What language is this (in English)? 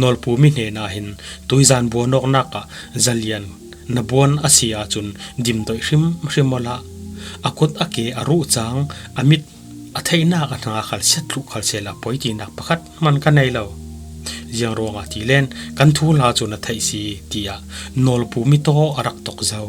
Falam Chin